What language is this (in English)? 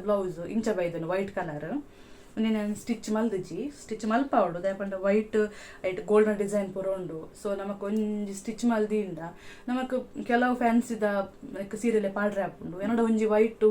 Tulu